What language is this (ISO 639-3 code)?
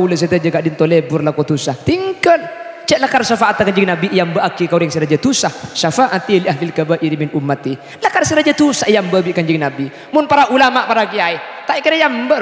mad